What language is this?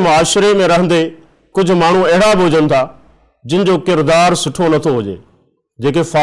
Sindhi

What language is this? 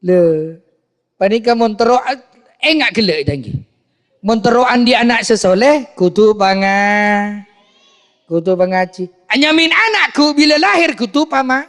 Madurese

